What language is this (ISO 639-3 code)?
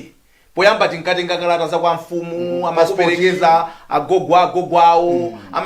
nya